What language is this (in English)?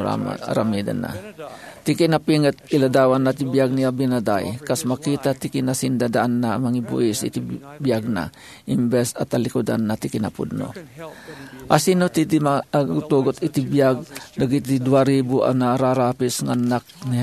Iloko